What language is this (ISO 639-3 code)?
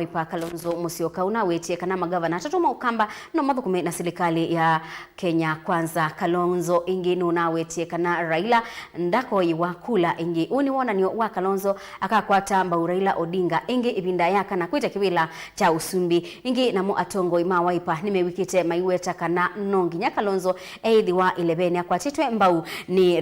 kam